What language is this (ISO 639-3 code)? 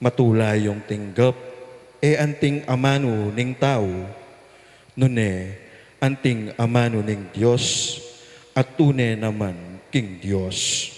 pam